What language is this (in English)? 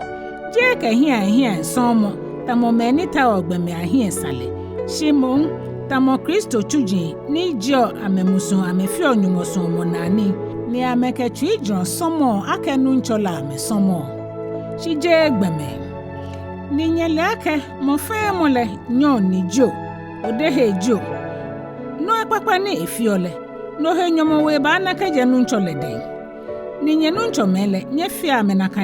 Ga